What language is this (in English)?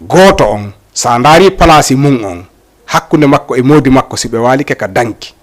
Fula